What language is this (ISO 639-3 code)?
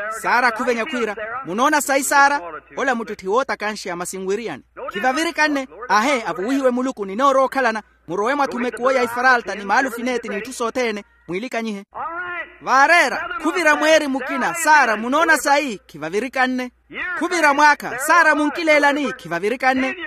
vmw